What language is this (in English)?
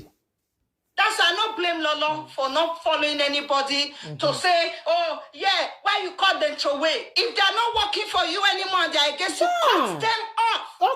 Nigerian Pidgin